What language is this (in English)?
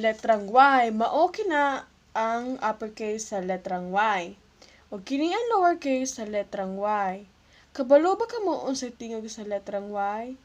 Cebuano